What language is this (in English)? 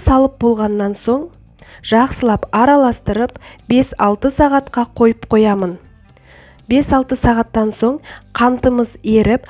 Kazakh